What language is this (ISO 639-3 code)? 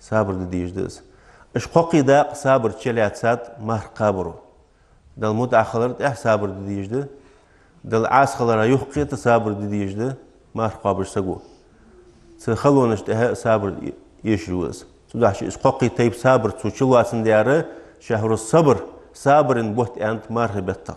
inh